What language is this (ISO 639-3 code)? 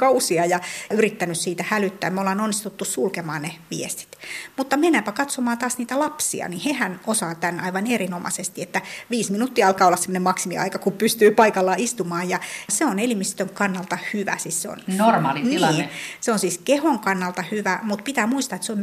fin